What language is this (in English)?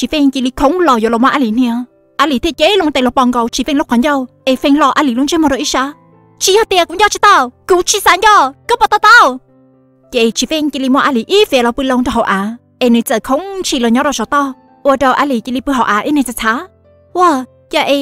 Hmong